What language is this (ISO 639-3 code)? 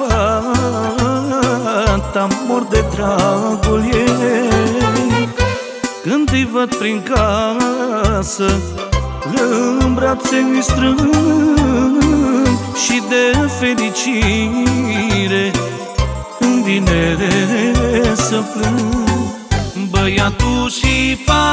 ron